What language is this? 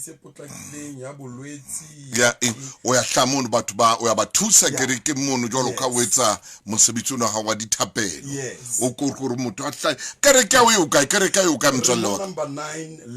Southern Sotho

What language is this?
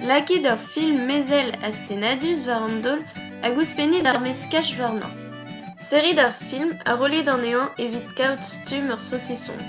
Breton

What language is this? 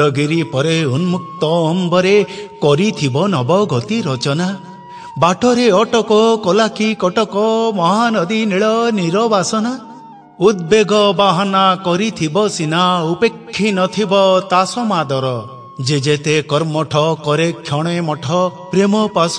Odia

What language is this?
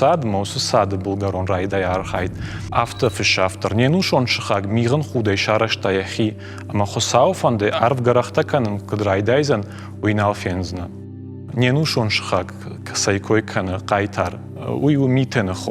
Ossetic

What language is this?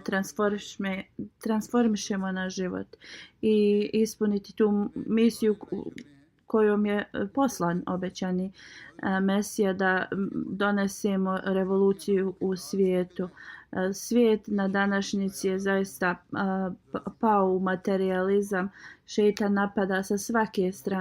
Bosnian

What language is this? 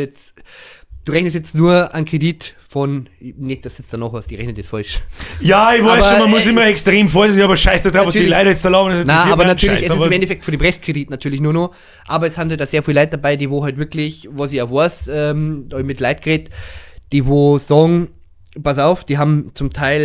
Bavarian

